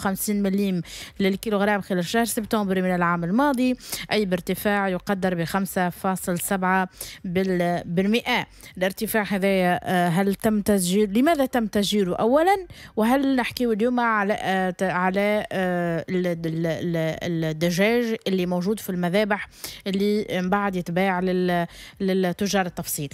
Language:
Tunisian Arabic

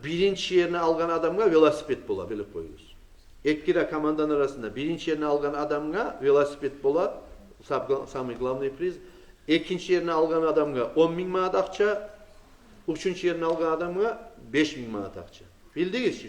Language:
Kumyk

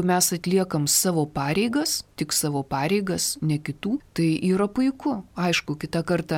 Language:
Lithuanian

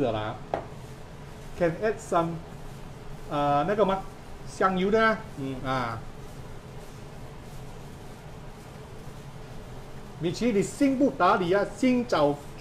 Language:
Chinese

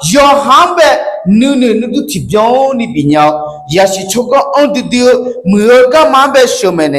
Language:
Akha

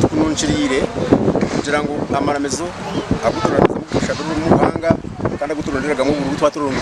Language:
Nyankole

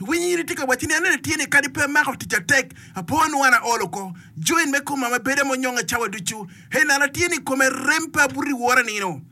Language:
Acoli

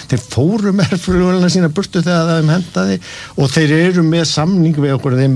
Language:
Icelandic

